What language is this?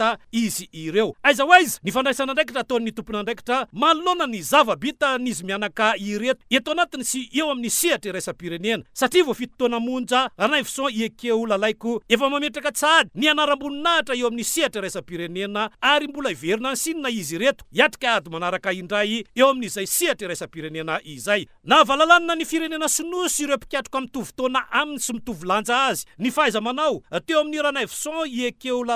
Malagasy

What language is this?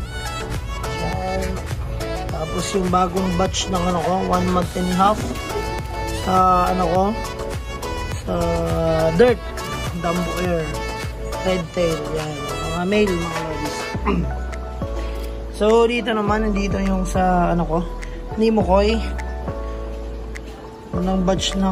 Filipino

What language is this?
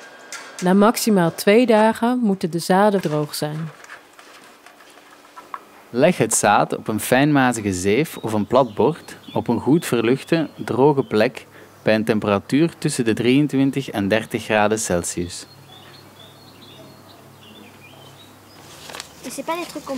Dutch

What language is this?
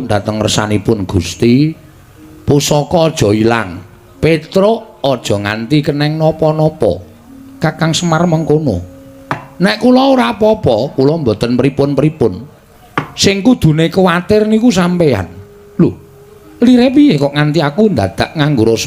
Javanese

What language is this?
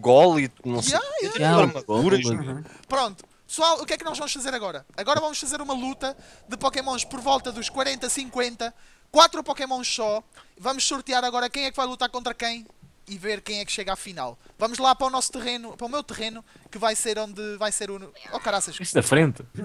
Portuguese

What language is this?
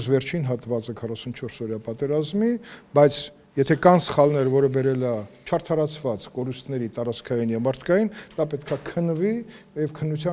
Armenian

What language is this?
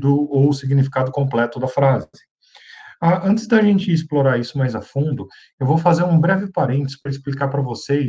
Portuguese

